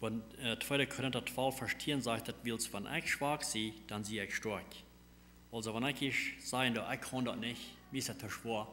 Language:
Plautdietsch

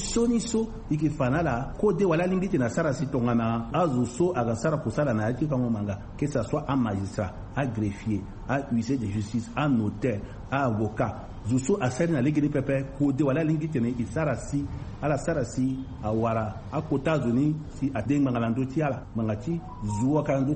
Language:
Sango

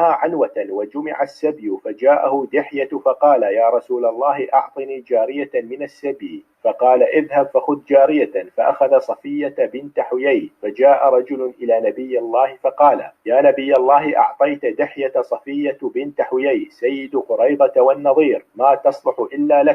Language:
Kurdish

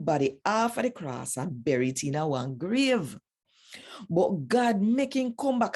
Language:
Jamaican Creole English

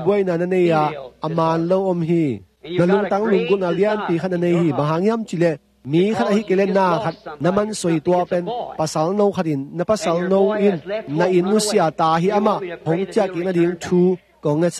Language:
Tedim Chin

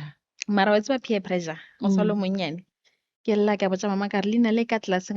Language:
Northern Sotho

